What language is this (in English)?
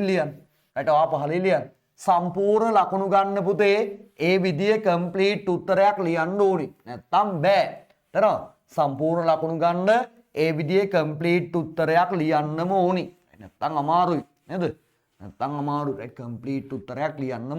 Sinhala